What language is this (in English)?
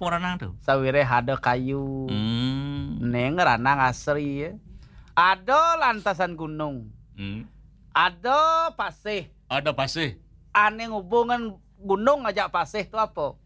Balinese